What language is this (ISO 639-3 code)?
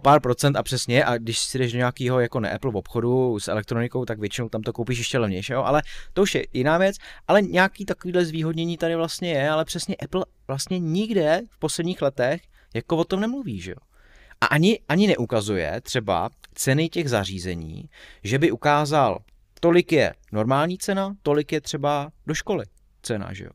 ces